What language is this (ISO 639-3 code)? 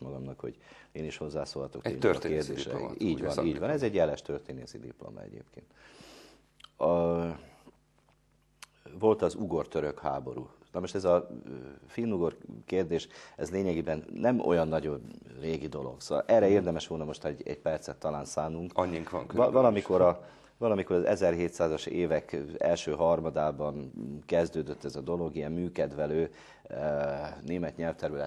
hun